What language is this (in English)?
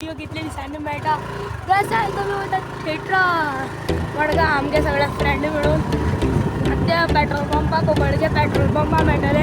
Konkani